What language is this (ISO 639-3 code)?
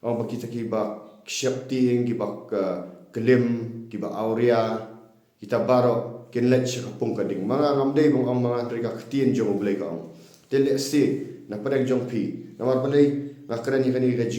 kha